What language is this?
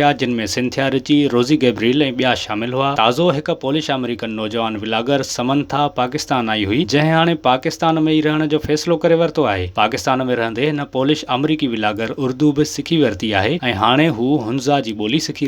Sindhi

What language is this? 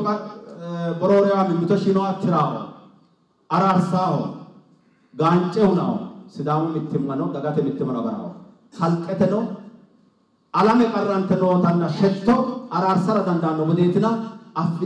Sidamo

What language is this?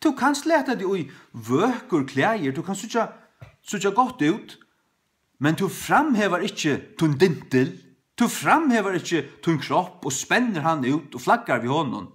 Faroese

